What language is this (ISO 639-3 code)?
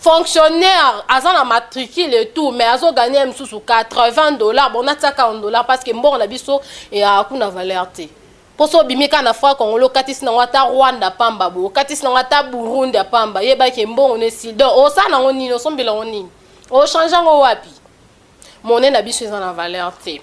lin